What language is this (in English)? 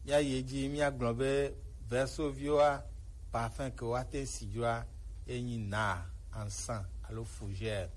Gen